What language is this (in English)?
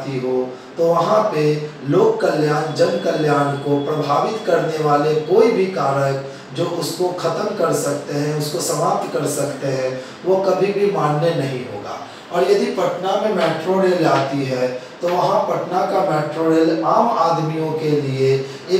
Hindi